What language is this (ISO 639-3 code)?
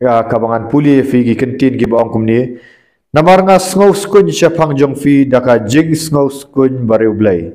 kha